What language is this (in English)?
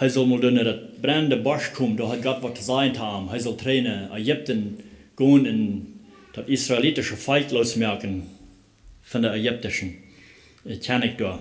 Plautdietsch